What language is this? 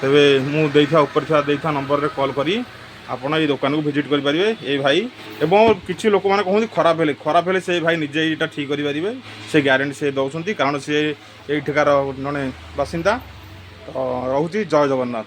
Odia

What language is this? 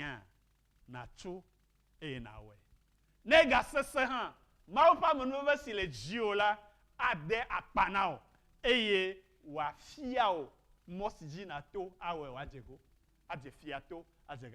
Ewe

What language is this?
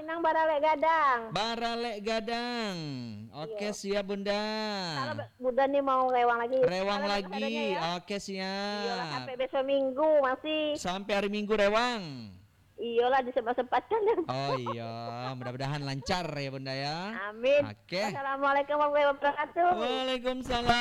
Minangkabau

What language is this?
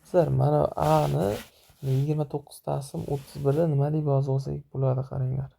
Uzbek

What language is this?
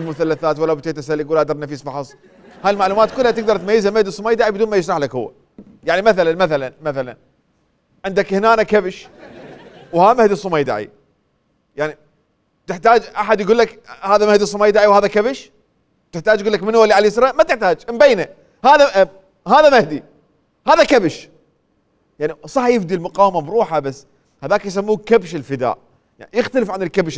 Mesopotamian Arabic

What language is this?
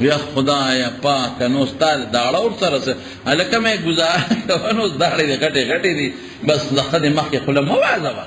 Pashto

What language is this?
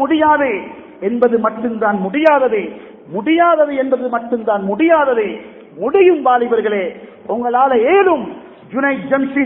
Tamil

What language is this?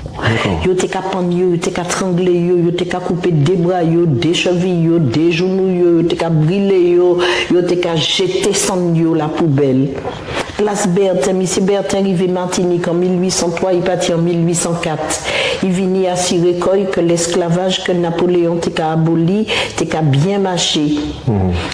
Guadeloupean Creole French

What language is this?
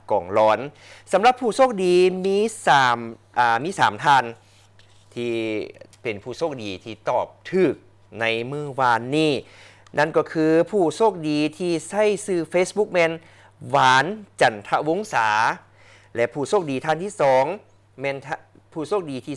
Lao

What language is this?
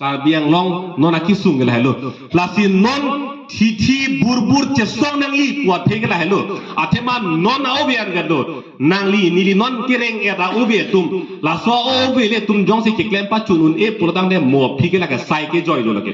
Karbi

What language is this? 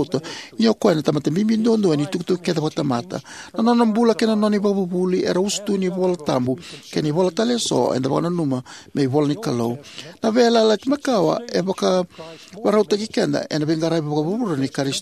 Fijian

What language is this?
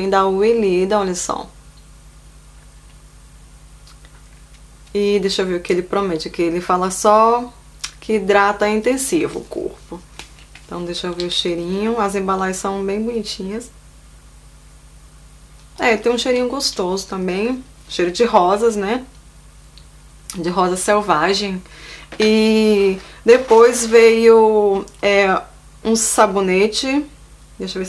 Portuguese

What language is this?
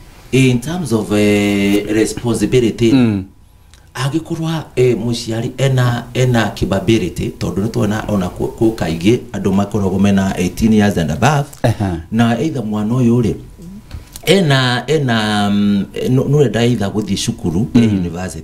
Kikuyu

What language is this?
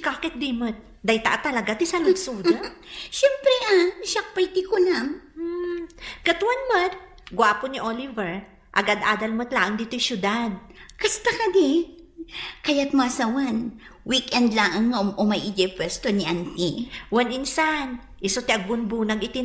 Iloko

